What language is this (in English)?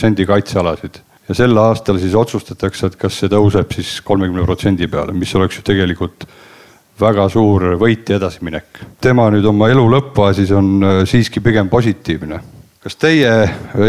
Estonian